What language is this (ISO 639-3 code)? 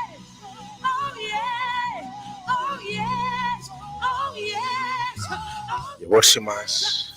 pap